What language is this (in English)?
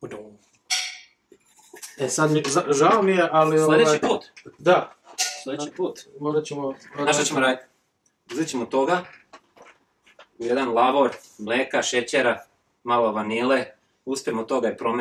Serbian